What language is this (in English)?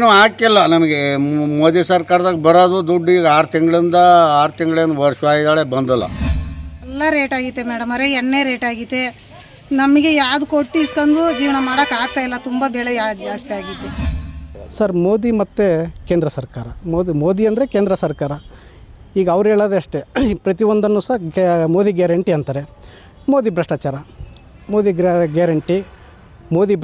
Kannada